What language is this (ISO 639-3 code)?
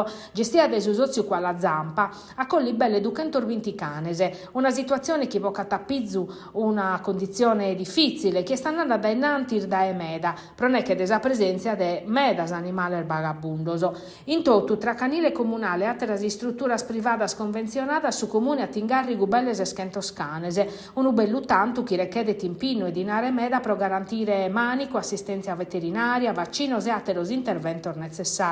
srd